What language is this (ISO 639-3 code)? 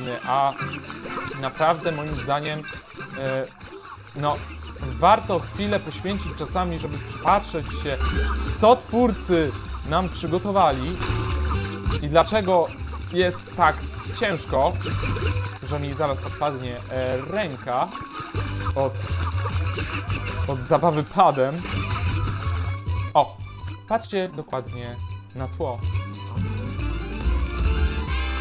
pol